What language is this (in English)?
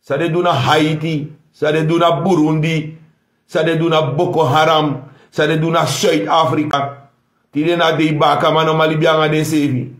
Sranan Tongo